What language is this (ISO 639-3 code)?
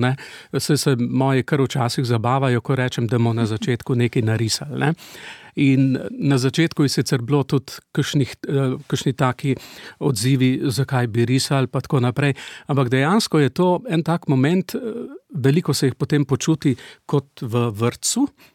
slv